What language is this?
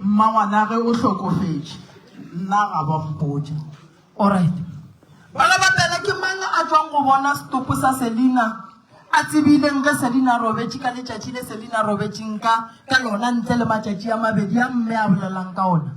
Northern Sotho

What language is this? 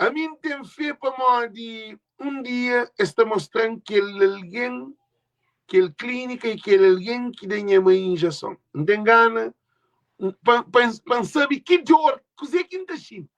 Kabuverdianu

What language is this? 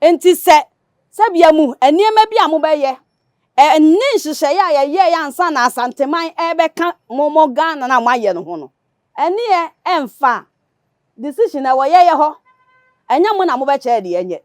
Akan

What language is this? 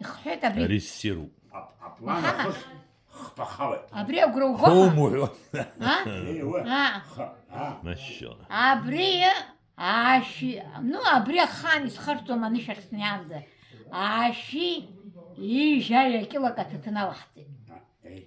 Abkhazian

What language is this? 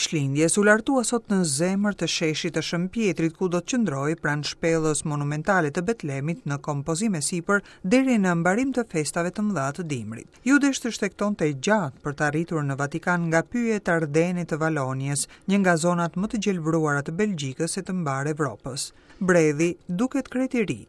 Albanian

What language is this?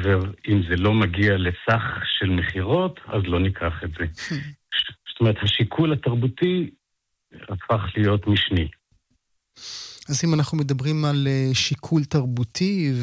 Hebrew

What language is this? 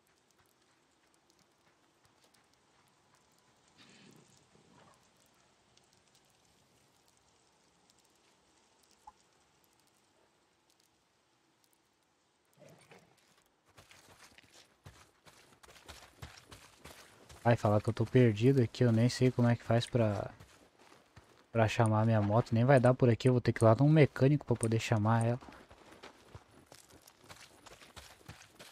Portuguese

